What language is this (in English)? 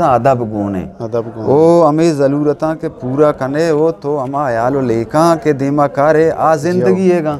Eastern Balochi